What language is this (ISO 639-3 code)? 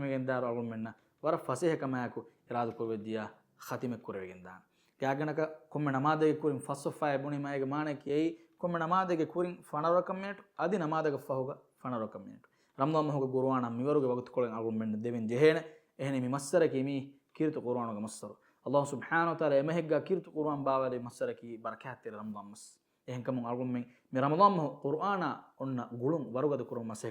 div